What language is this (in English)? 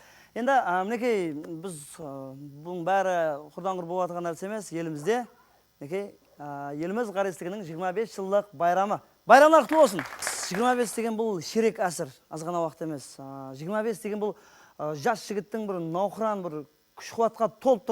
Kara-Kalpak